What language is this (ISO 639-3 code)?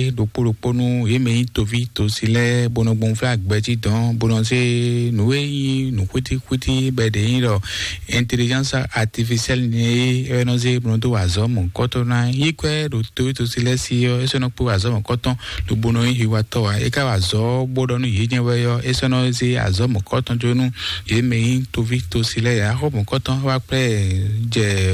fon